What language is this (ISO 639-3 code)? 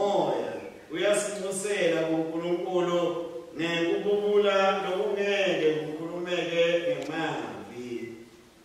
ssw